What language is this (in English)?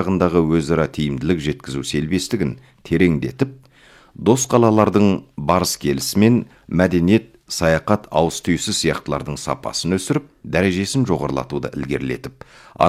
Kazakh